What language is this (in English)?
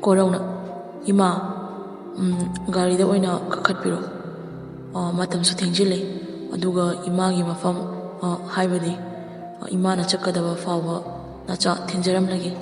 Manipuri